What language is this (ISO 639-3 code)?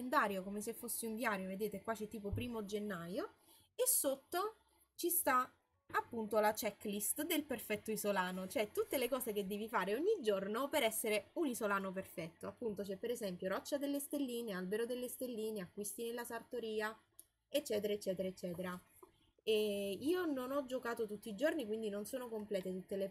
ita